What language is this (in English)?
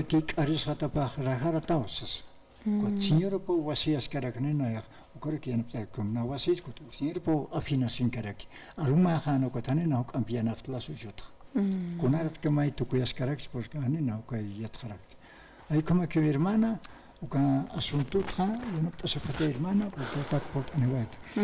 Aymara